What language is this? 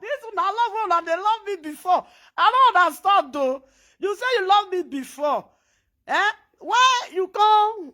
Nigerian Pidgin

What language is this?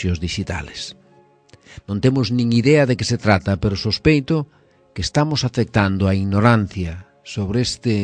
Galician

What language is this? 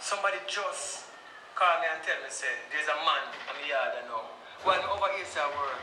Jamaican Creole English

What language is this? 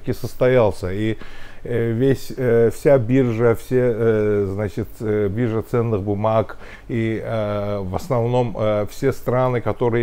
Russian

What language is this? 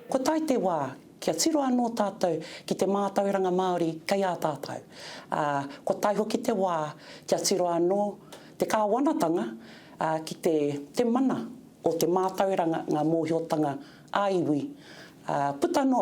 Māori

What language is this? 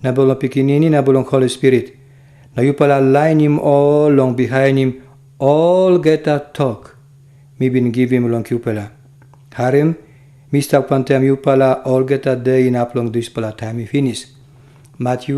Tok Pisin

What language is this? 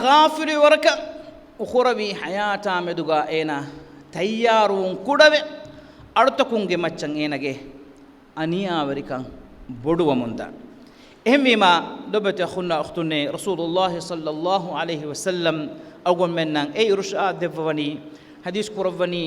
Divehi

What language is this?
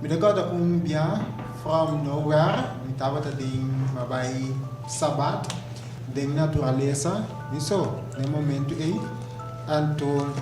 Papiamento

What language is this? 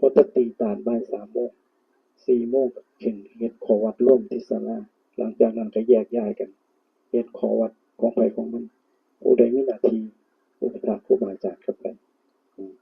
Northeastern Thai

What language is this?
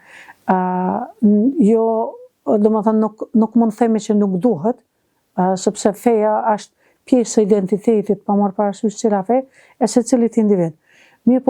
Albanian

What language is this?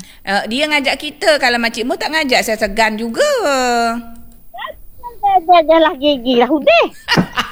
Malay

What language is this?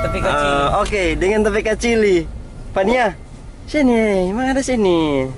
Manado Malay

